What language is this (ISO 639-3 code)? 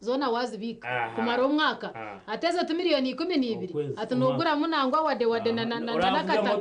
nyn